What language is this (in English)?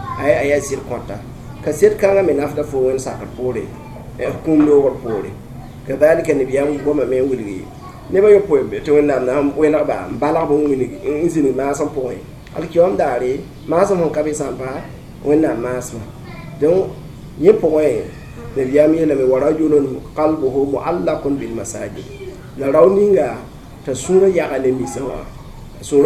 Mossi